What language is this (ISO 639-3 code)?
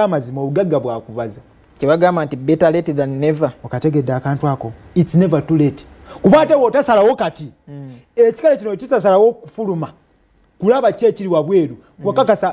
lug